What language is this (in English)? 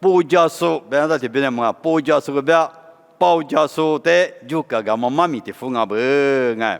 Lisu